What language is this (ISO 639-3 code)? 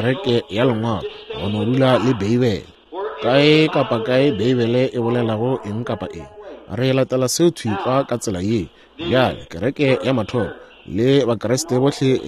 nso